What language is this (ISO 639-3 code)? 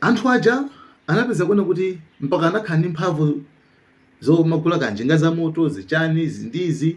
nya